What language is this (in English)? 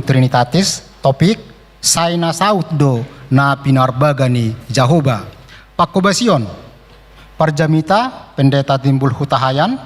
Batak Toba